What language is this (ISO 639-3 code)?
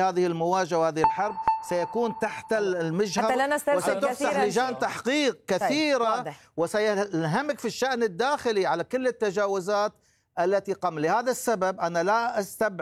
ara